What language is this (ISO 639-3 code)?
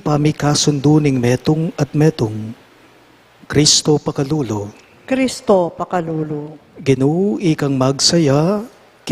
pam